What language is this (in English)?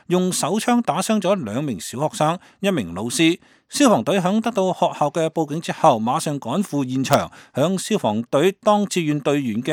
Cantonese